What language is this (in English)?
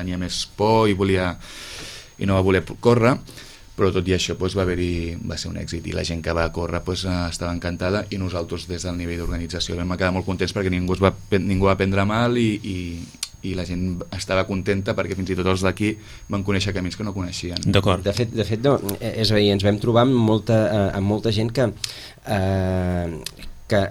Catalan